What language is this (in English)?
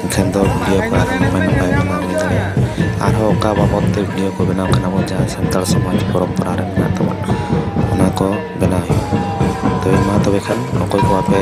Santali